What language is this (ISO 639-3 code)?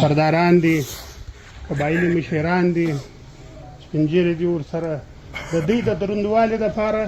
pus